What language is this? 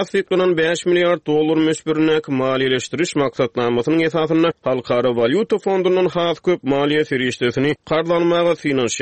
Turkmen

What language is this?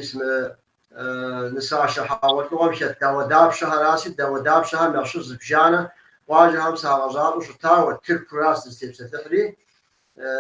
Kabardian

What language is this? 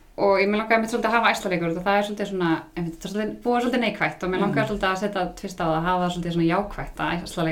Icelandic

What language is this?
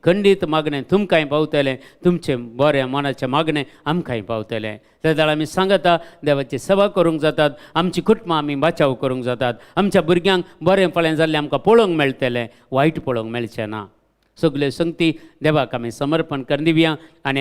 Konkani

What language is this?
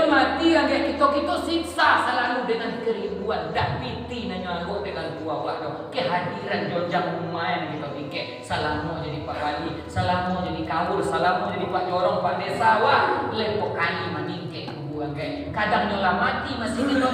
Minangkabau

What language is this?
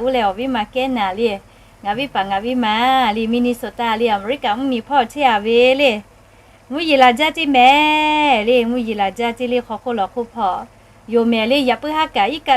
Lahu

